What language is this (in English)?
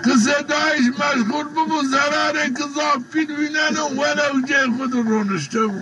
Zaza